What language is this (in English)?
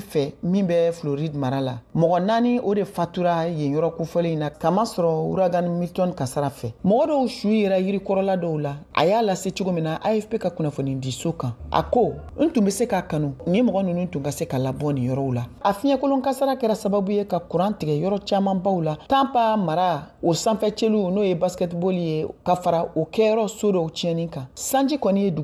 Bambara